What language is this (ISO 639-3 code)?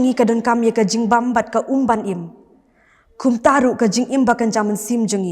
kha